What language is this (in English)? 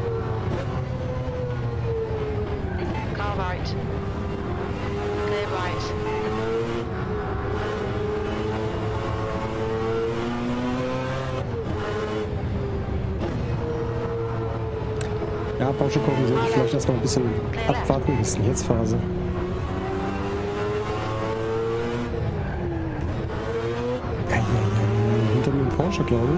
German